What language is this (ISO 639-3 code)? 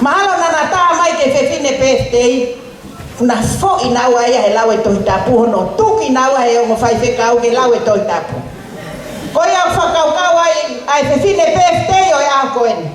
ton